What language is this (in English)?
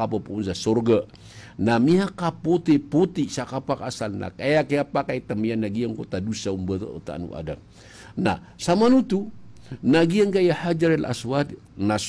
Maranao